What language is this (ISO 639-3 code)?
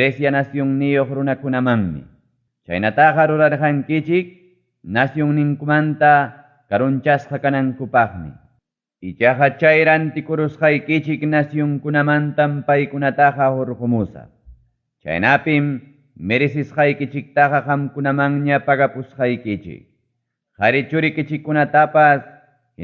quy